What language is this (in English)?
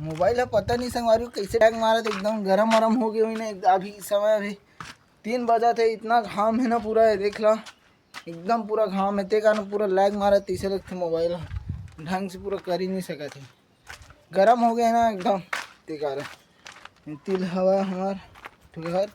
Chhattisgarhi